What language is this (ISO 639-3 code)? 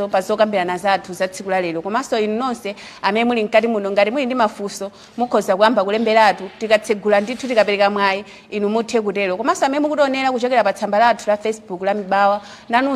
nya